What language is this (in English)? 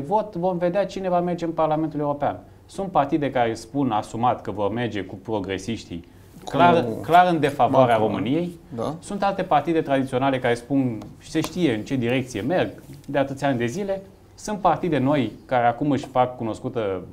Romanian